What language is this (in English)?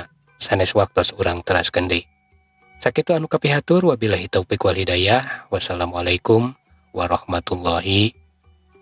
Sundanese